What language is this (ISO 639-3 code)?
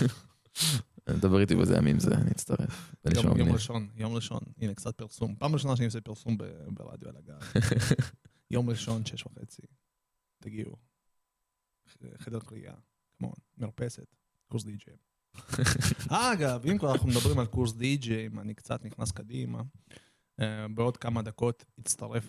heb